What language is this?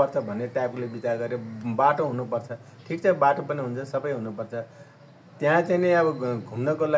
Nepali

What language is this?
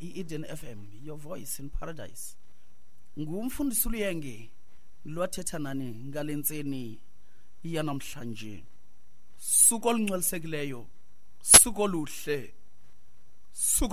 Xhosa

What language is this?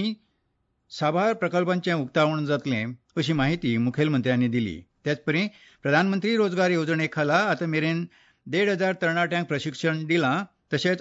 Konkani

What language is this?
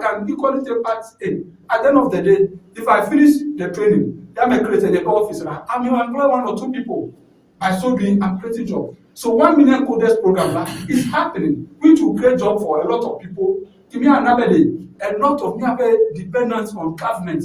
Ewe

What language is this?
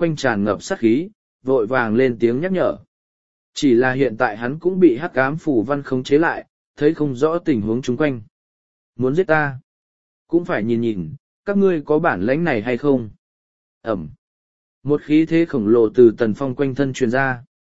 Vietnamese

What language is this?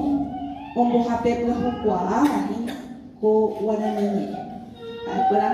Guarani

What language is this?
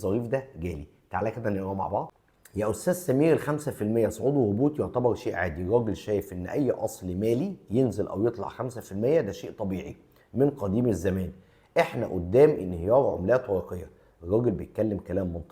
Egyptian Arabic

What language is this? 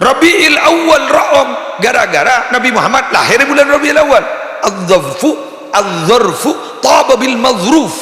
Madurese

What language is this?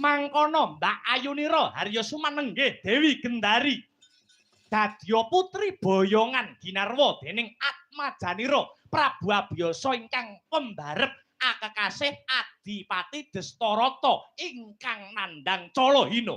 Javanese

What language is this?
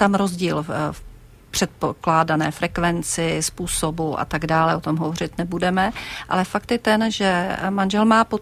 Czech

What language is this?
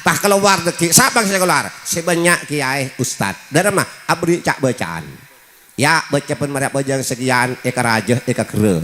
Madurese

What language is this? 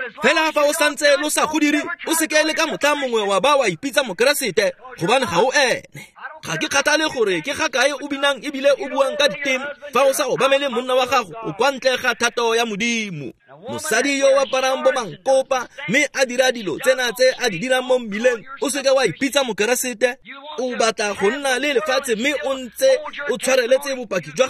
Tswana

